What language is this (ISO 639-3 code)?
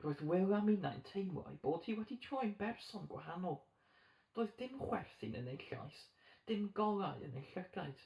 cym